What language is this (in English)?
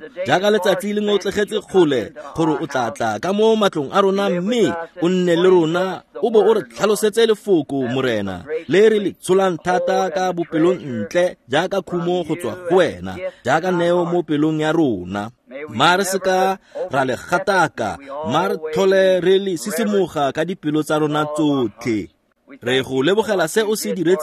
Tswana